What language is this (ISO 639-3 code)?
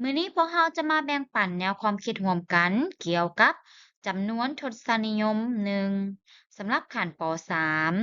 lao